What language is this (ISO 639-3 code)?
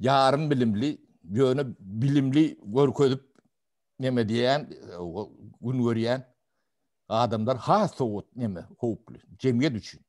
tuk